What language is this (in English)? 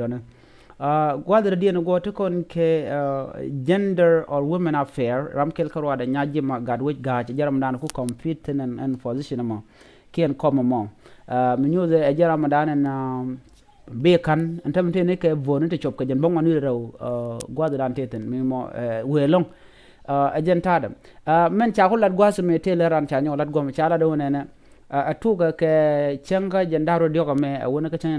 Nuer